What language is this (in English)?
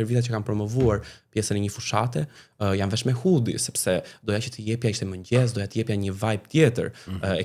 Albanian